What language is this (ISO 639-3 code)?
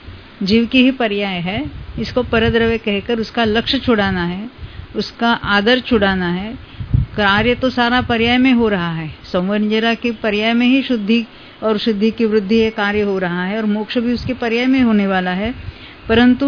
hin